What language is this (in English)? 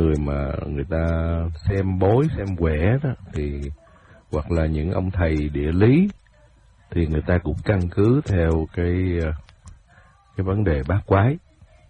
Vietnamese